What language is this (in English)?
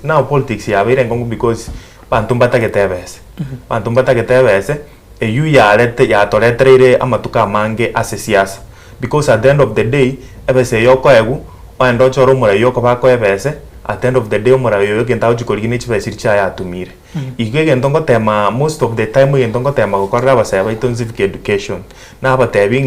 Gusii